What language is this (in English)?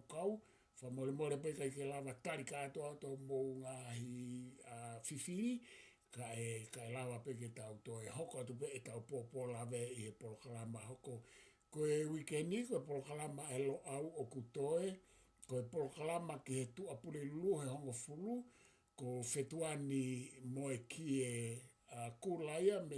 Tongan